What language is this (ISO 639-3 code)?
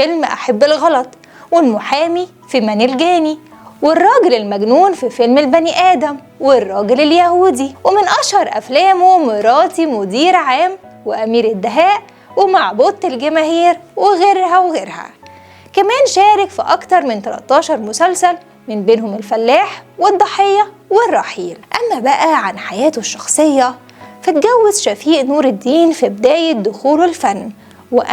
arz